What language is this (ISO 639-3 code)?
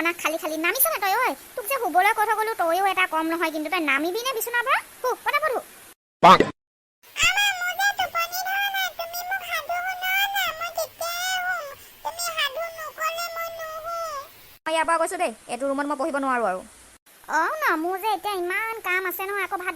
asm